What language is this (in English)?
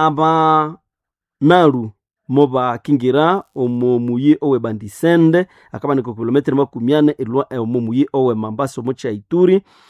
Nande